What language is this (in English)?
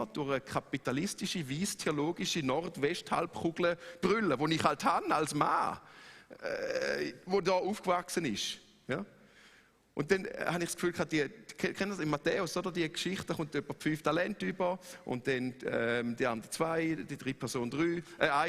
Swiss German